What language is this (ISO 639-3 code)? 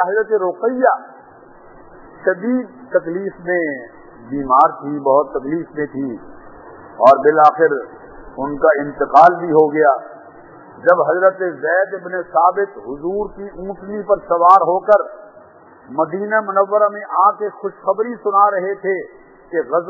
urd